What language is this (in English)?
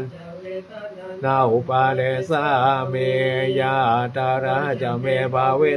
Pali